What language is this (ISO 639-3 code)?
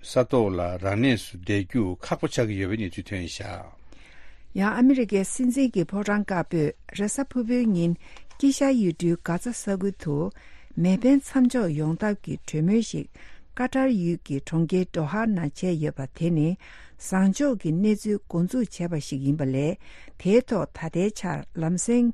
bod